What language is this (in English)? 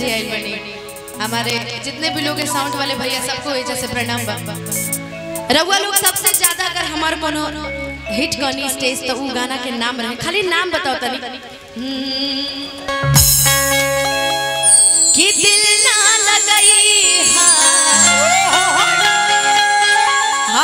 Bhojpuri